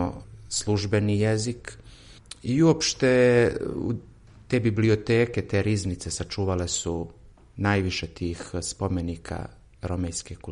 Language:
Serbian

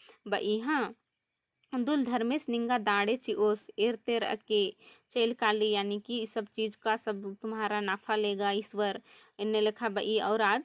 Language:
Kurukh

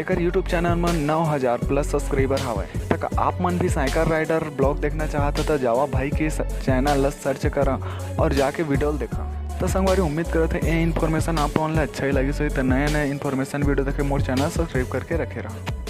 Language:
Chhattisgarhi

